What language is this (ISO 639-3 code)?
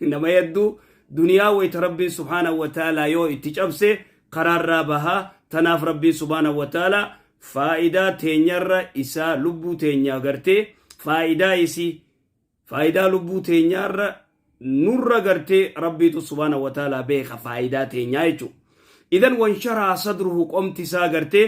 orm